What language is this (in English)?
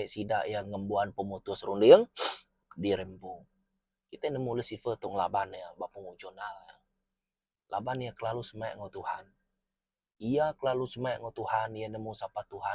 Iban